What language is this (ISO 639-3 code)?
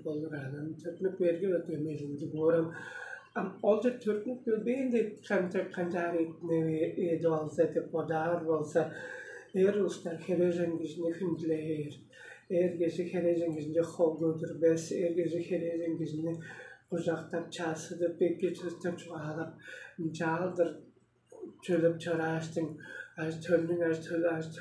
tyv